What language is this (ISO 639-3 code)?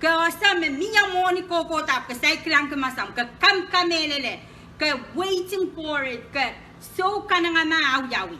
pon